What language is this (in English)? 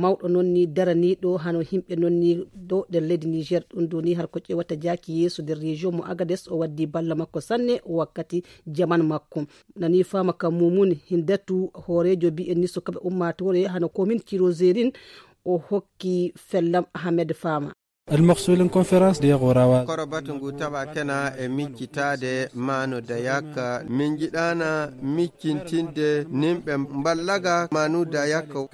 Fula